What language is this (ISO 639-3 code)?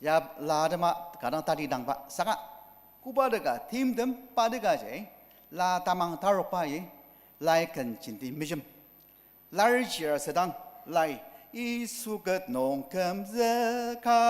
njo